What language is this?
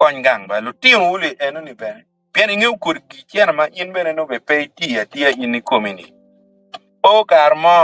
Acoli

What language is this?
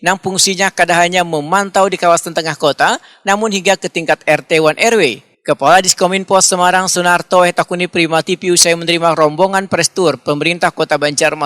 Banjar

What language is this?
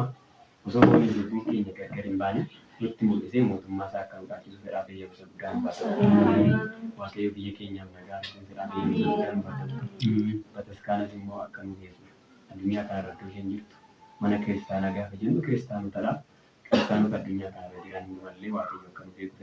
Oromo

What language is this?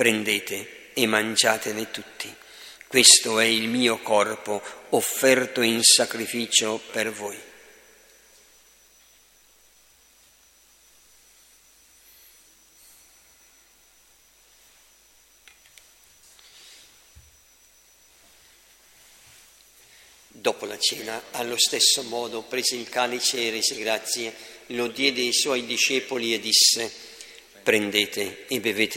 Italian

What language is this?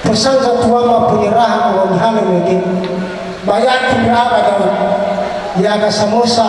Nias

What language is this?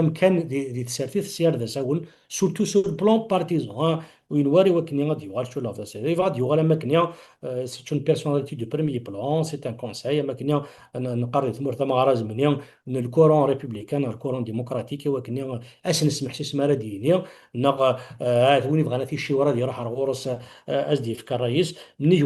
Kabyle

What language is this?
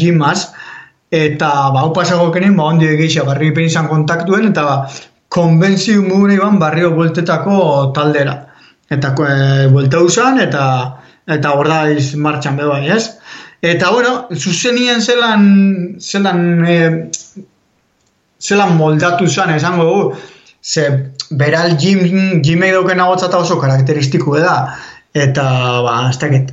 Basque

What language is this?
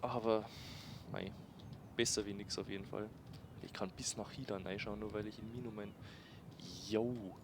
Bavarian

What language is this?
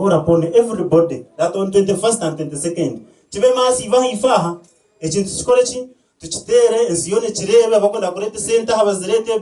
Nyankole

